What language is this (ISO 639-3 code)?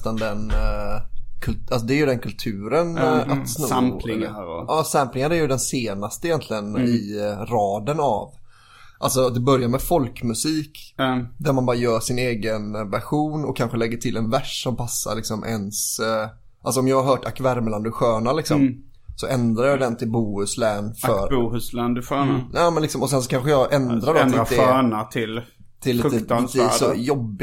swe